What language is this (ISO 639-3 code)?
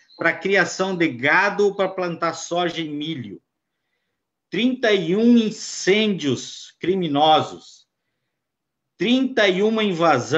por